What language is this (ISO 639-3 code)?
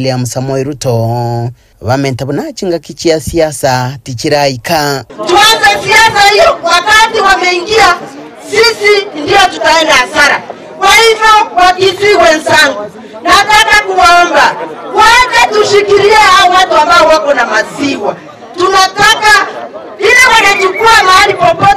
guz